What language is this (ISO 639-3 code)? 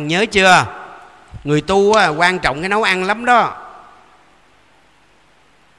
vie